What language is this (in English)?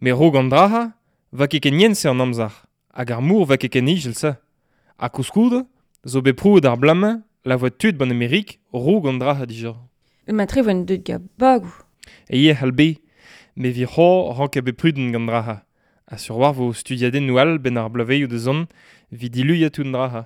Breton